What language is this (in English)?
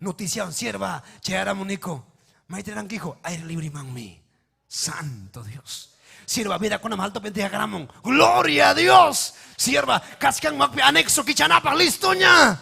Ayacucho Quechua